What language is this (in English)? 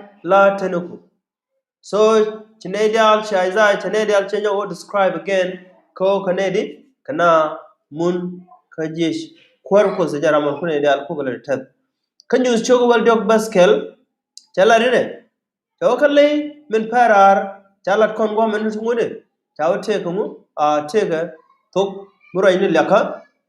Nuer